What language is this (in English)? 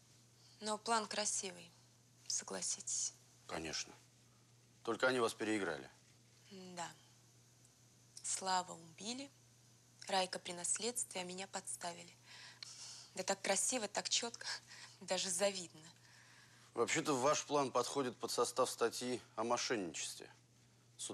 Russian